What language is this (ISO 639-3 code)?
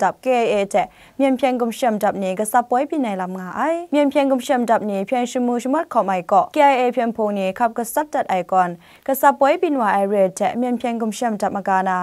kac